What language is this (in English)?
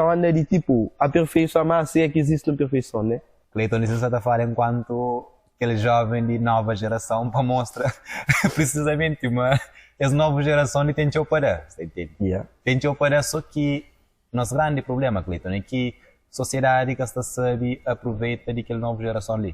Kabuverdianu